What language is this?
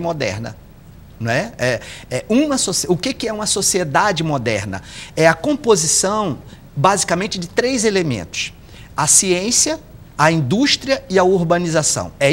Portuguese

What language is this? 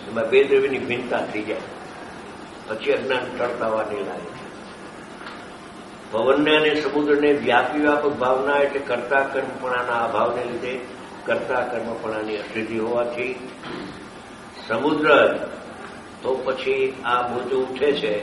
Gujarati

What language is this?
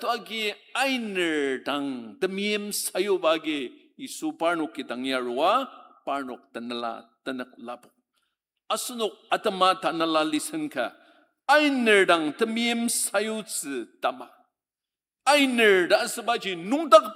Ao Naga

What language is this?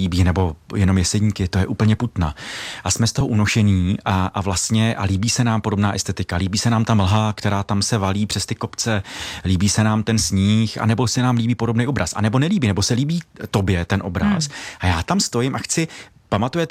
Czech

